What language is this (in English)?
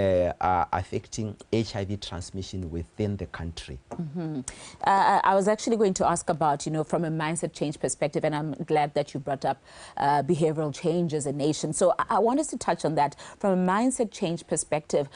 Tswana